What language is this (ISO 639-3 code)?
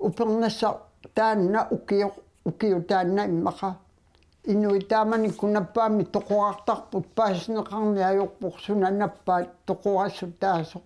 kal